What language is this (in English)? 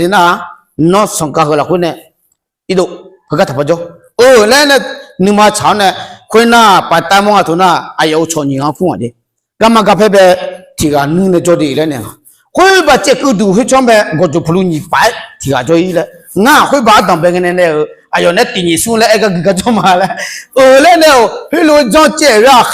Akha